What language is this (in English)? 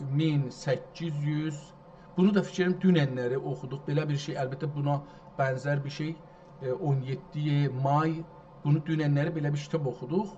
South Azerbaijani